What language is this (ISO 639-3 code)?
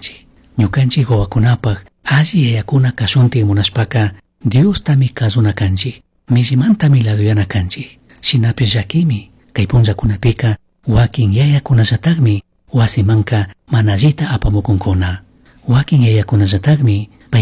qug